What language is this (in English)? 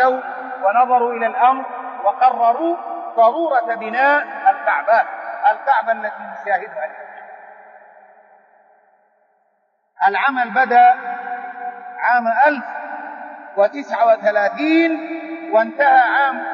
Arabic